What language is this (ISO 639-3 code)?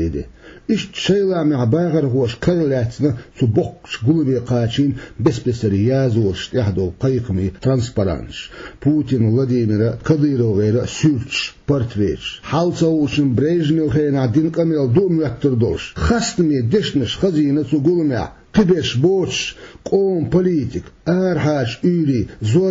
che